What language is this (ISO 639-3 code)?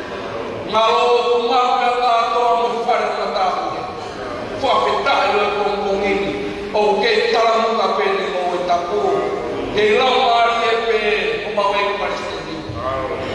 ton